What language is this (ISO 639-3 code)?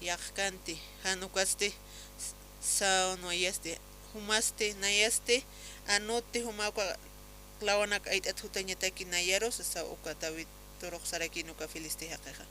aym